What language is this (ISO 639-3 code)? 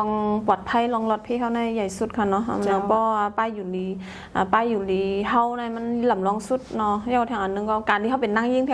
shn